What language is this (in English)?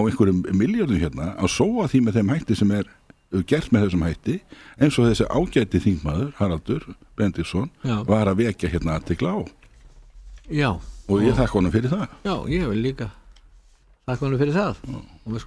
Icelandic